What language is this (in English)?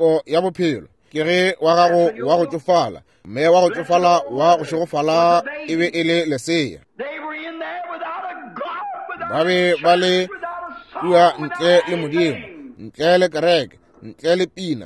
Northern Sotho